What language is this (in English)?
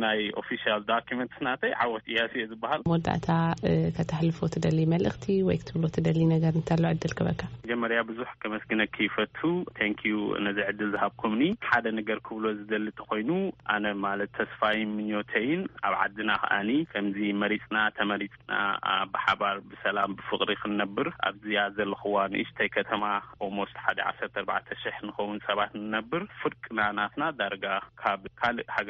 Tigrinya